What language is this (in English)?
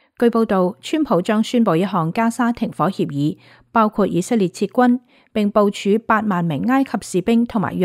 Cantonese